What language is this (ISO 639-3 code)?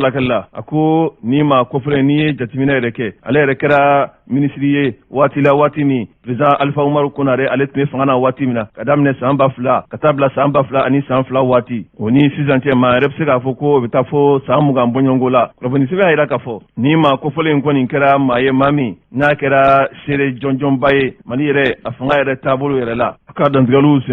bam